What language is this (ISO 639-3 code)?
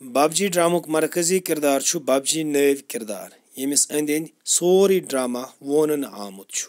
kas